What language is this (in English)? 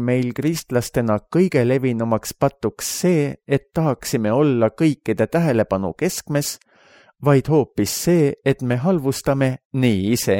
Estonian